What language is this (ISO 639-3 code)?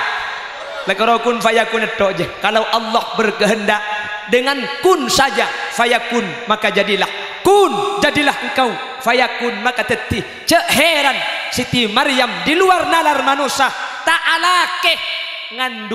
mad